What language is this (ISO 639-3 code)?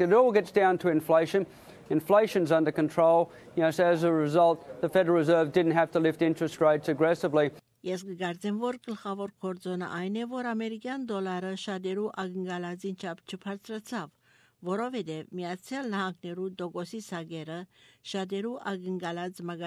hye